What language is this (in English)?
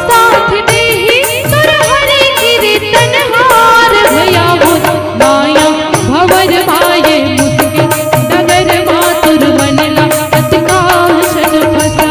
Chhattisgarhi